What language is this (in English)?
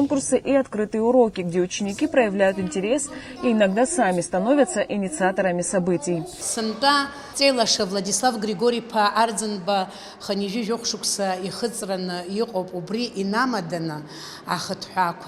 Abkhazian